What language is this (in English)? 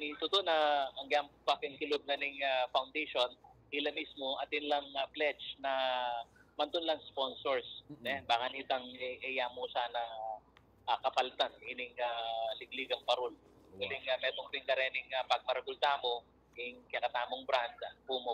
Pampanga